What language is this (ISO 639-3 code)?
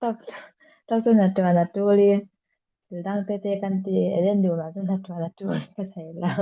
cfm